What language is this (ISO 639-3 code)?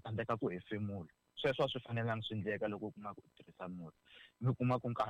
tso